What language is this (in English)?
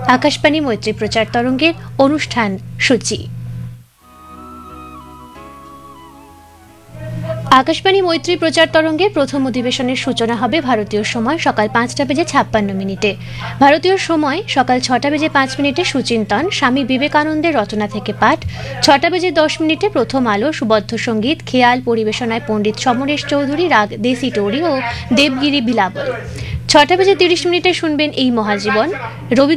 Bangla